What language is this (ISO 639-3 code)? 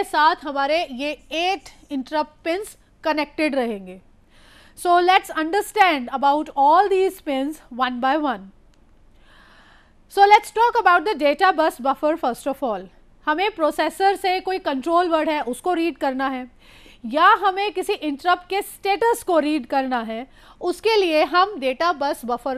hin